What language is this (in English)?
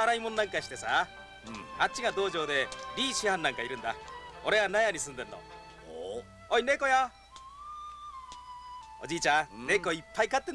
Japanese